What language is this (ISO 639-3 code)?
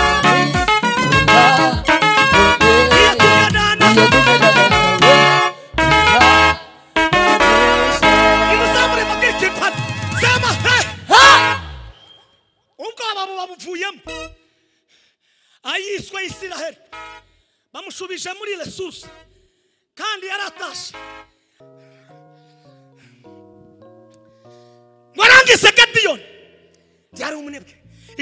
kin